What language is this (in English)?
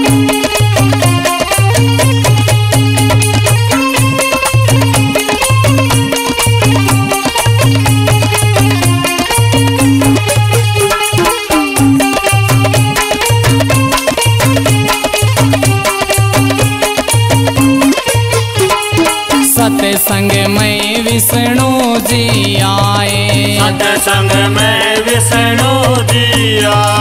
Hindi